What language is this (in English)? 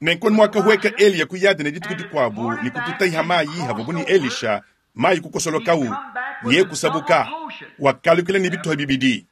Luba-Lulua